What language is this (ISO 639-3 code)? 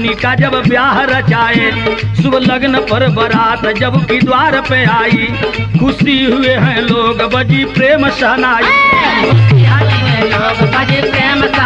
bho